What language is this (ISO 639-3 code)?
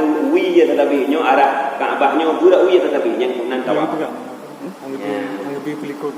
ace